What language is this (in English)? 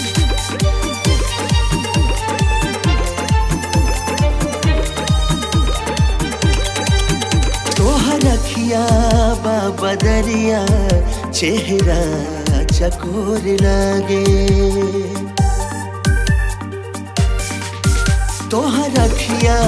Bhojpuri